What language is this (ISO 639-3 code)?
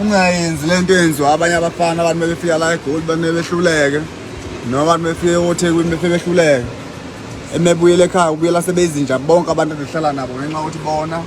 zul